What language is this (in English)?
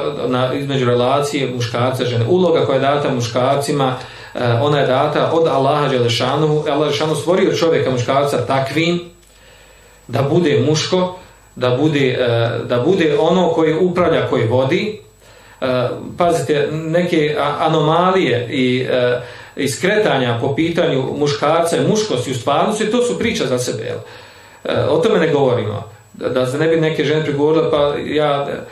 Bosnian